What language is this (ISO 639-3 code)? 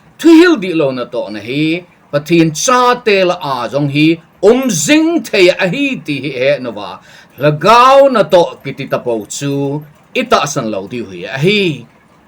tcz